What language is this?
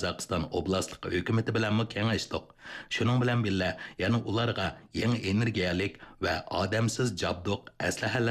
Uyghur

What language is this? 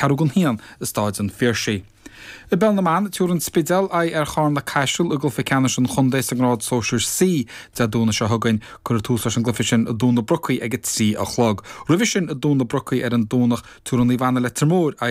Irish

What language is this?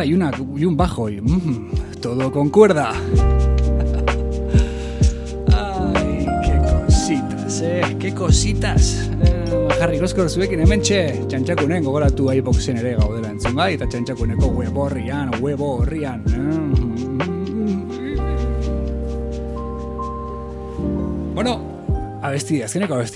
Basque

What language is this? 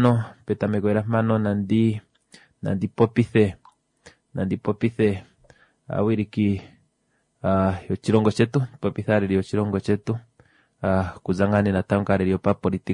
Kuanyama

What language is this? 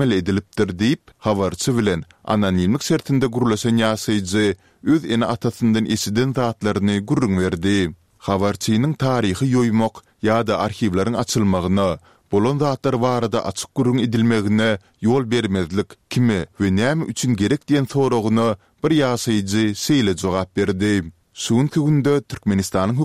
Turkmen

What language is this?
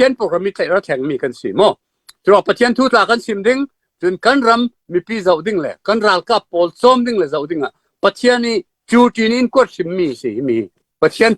Falam Chin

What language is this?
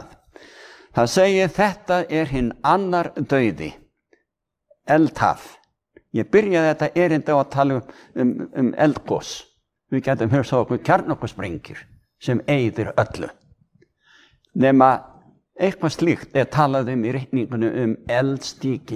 Icelandic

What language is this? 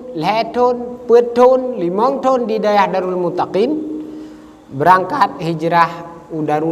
Achinese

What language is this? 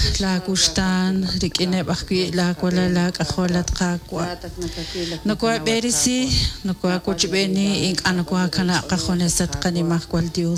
Kekchí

